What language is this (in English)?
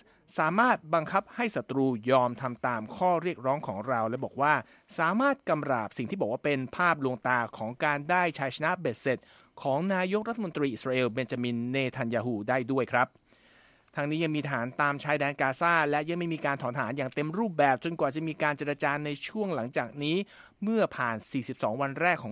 Thai